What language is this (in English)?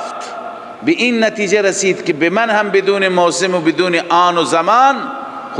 Persian